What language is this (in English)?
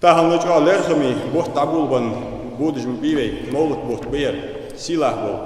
Ingush